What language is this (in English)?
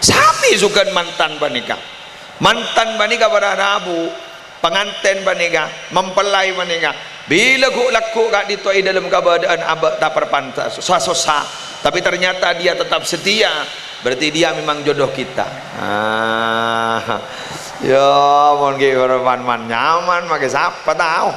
Madurese